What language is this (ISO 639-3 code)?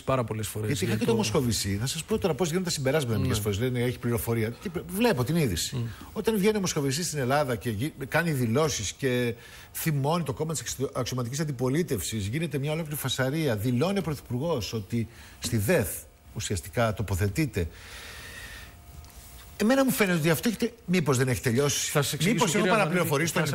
ell